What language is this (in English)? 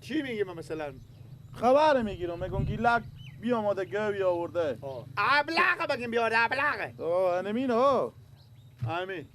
Persian